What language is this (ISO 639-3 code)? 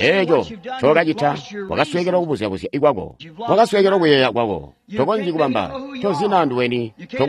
toi